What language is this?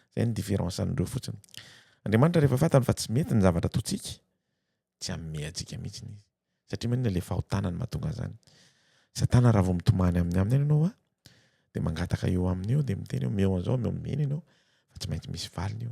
Malagasy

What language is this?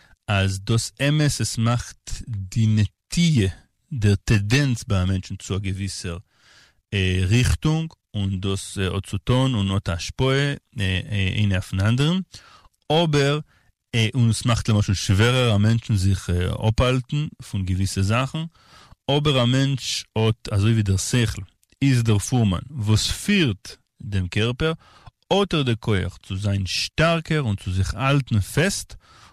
Yiddish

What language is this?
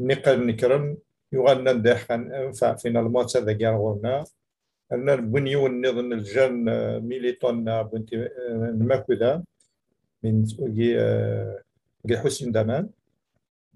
Kabyle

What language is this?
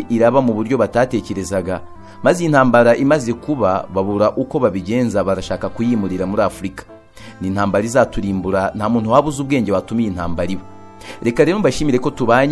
Kinyarwanda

